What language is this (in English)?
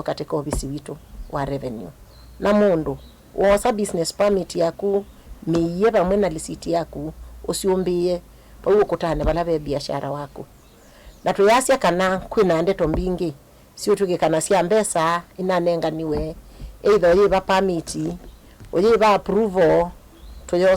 Kamba